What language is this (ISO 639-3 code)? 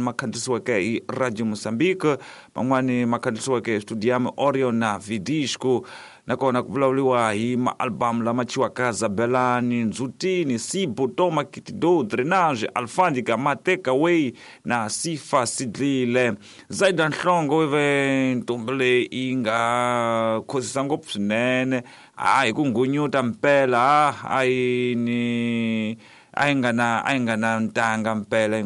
tso